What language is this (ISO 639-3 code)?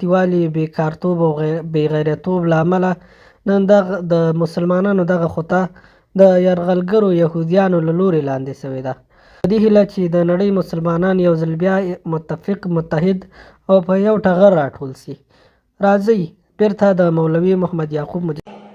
pus